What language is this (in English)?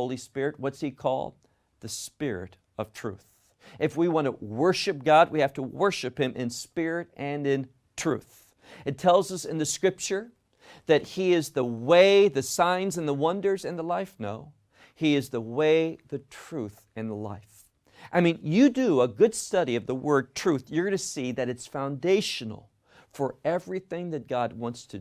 English